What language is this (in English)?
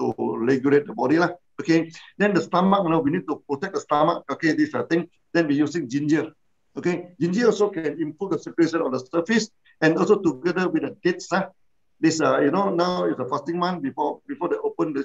English